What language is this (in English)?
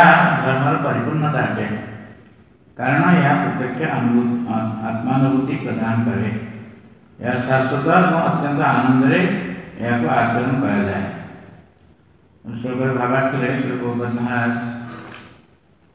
Odia